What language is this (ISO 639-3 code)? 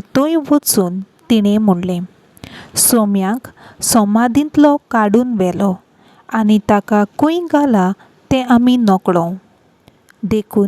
kok